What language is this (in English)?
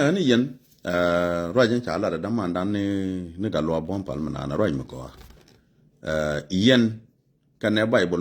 Nuer